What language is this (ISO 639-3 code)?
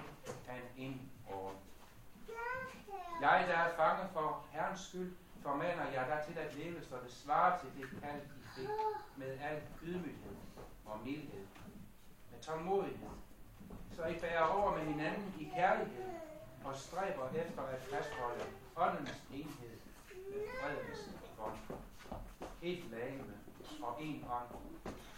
dan